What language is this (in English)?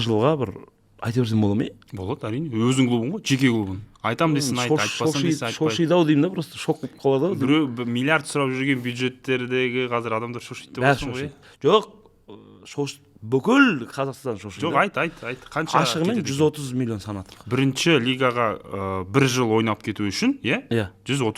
Kazakh